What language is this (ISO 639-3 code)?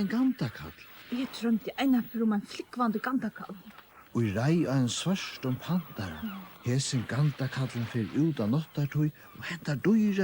fao